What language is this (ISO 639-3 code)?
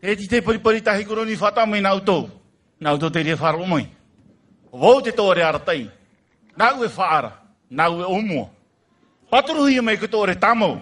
tah